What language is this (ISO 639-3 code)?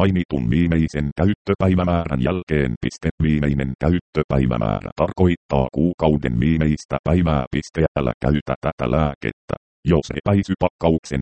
fin